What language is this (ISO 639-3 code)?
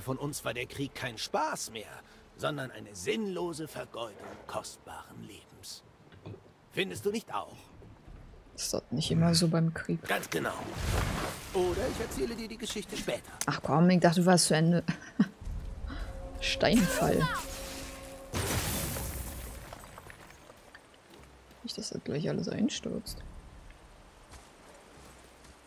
deu